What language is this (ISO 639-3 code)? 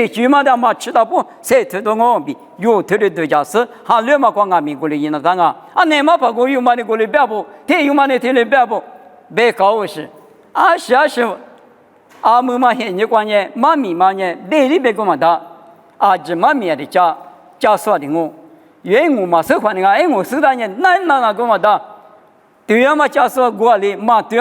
lis